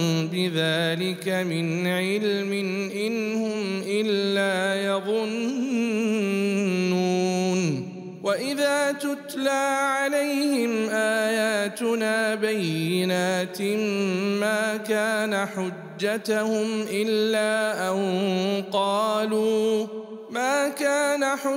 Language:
Arabic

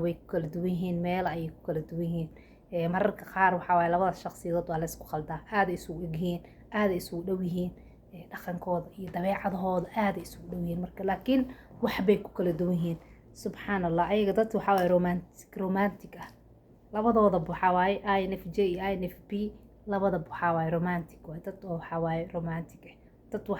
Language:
Somali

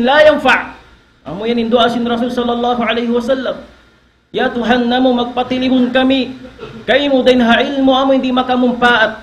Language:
Tausug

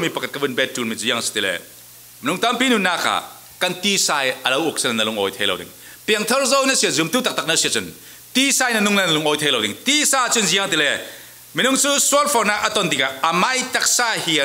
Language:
Falam Chin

